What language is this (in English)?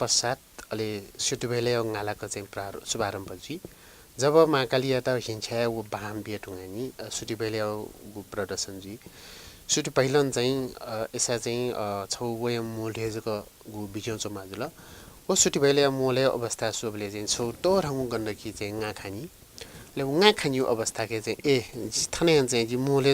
Newari